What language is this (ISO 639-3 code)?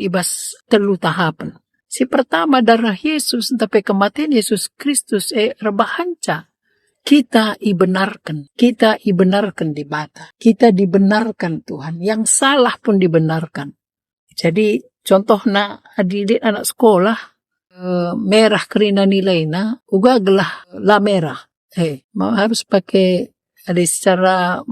btx